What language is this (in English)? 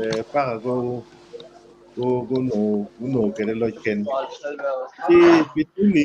Acoli